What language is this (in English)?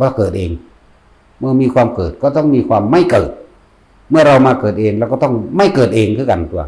Northeastern Thai